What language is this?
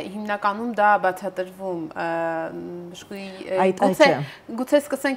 Armenian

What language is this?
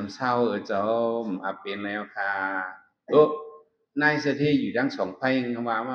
Shan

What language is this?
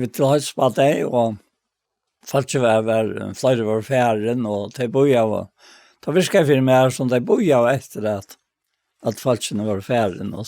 Faroese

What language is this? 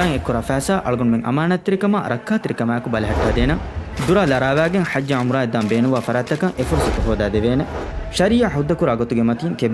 Divehi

